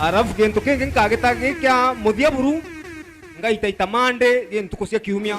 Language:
Meru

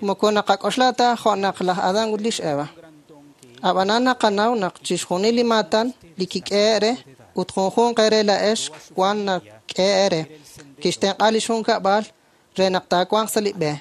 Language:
Kekchí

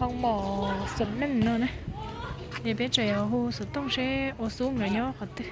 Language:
Hmong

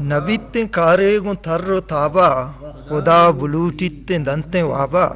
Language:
Eastern Balochi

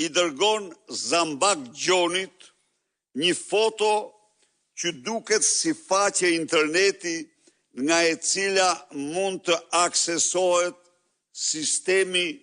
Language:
Albanian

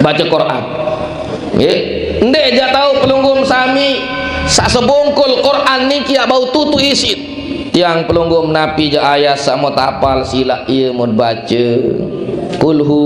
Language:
Sasak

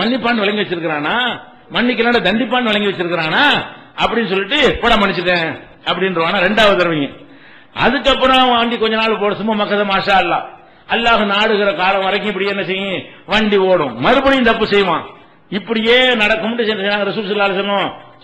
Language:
Tamil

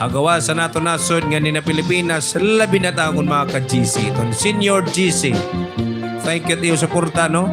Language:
Waray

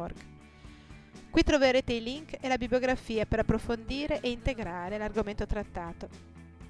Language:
Italian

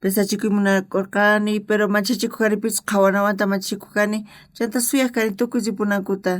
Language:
South Bolivian Quechua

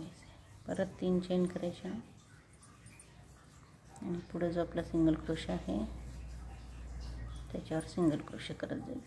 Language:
Marathi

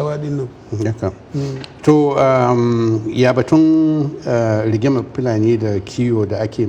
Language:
Hausa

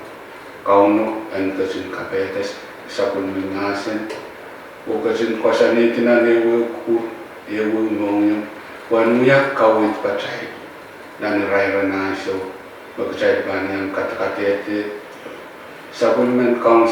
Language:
Pohnpeian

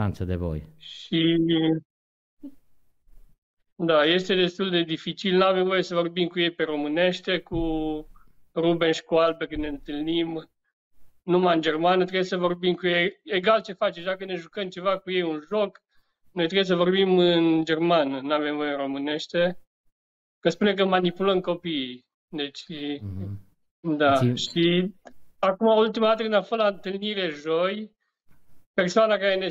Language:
Romanian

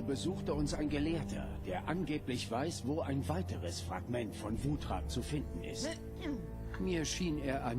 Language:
Swiss German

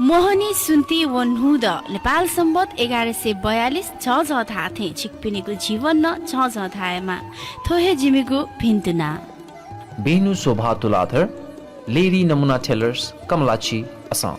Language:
Newari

